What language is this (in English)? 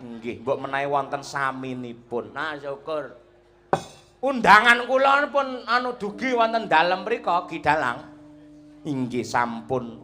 Javanese